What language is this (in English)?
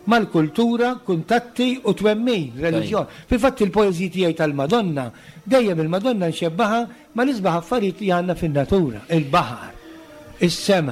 Maltese